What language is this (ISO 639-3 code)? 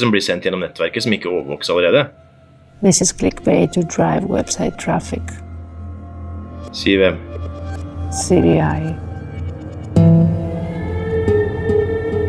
nor